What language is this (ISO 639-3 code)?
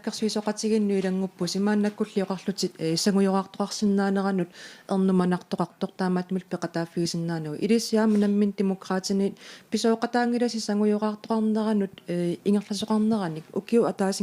kal